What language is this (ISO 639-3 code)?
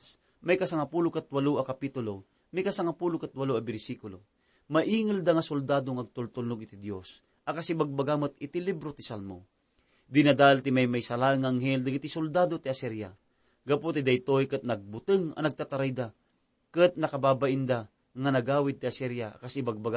ilo